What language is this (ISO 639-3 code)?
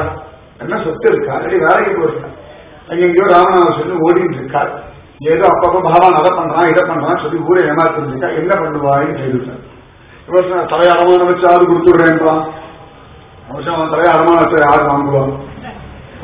tam